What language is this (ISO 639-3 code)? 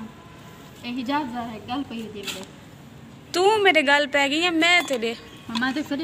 skr